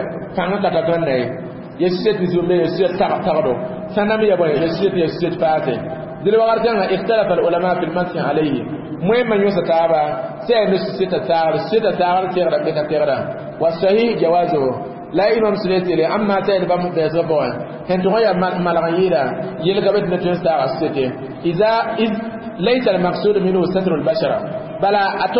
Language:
Mossi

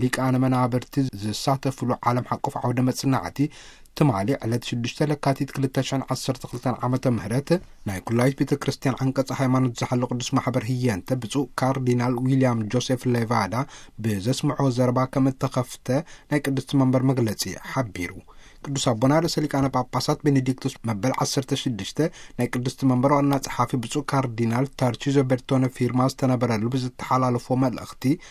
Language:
Tigrinya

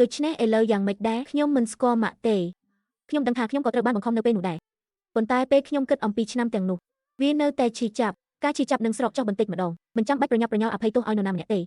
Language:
Khmer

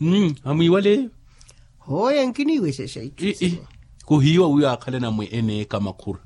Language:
Makhuwa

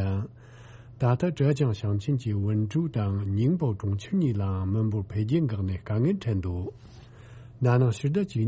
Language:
Tibetan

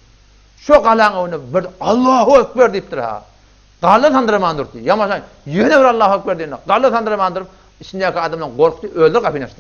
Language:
Turkmen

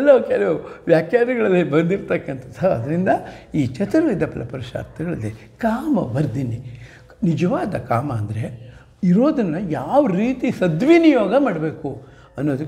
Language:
Kannada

